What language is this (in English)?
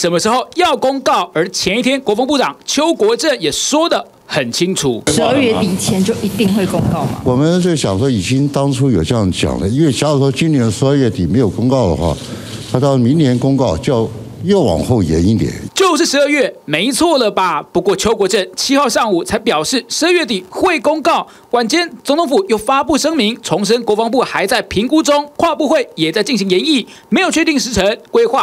Chinese